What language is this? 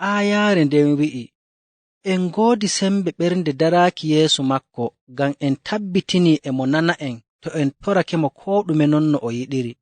Nigerian Fulfulde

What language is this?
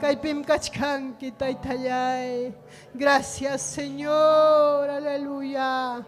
Ayacucho Quechua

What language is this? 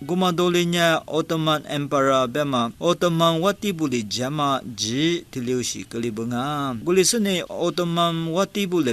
Lisu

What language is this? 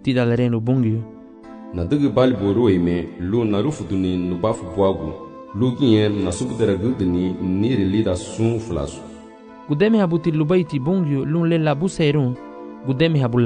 Garifuna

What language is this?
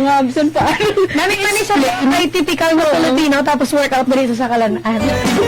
Hiligaynon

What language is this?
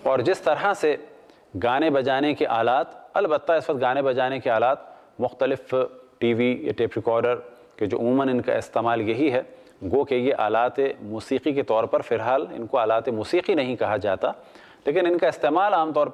Urdu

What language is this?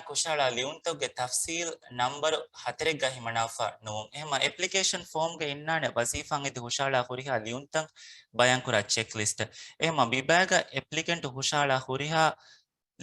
Divehi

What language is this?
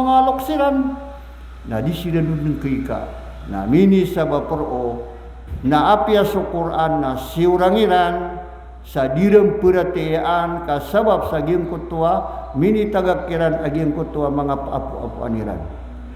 Maranao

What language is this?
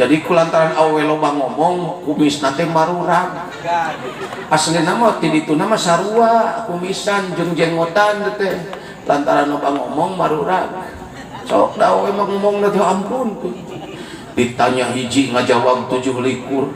Sundanese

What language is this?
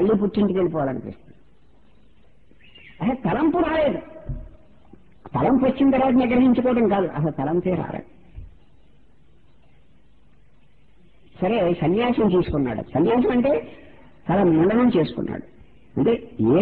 Telugu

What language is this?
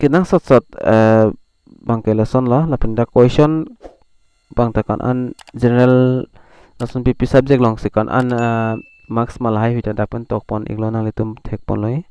Karbi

